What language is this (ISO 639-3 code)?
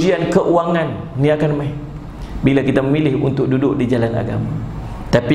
msa